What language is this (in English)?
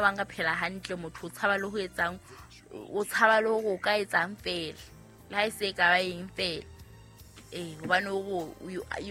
Southern Sotho